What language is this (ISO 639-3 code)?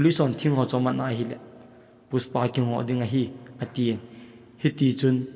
tcz